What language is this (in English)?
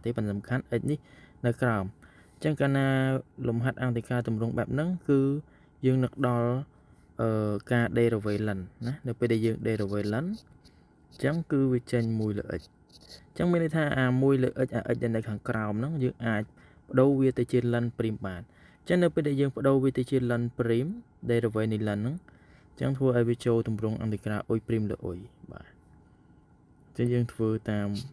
Khmer